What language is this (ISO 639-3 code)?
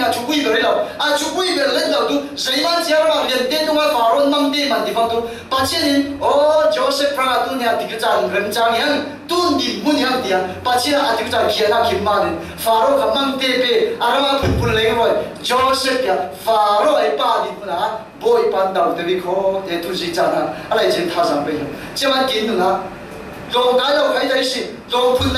cfm